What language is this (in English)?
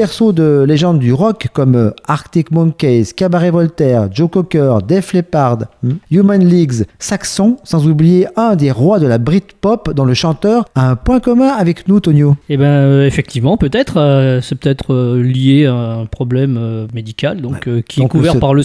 French